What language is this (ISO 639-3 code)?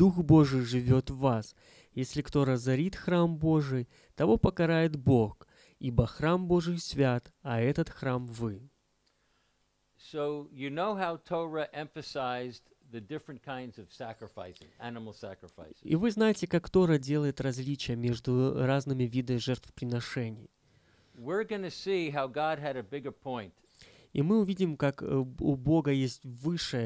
rus